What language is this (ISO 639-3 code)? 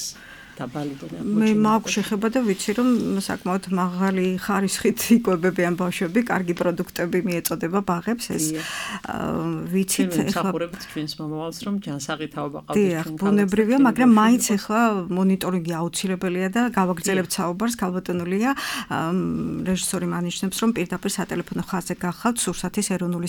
kat